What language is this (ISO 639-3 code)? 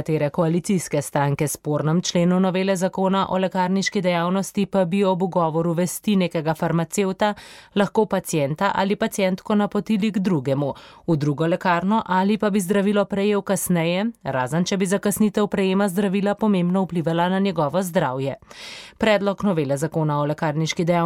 slv